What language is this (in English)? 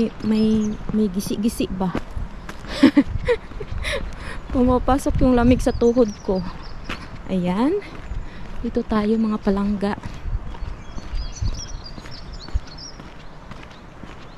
Filipino